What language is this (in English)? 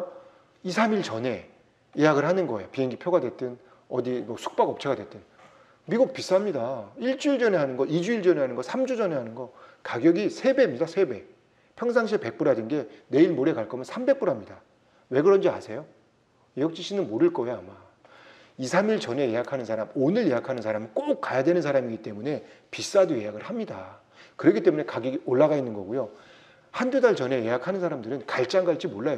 Korean